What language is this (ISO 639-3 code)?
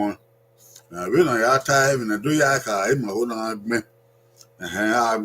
bin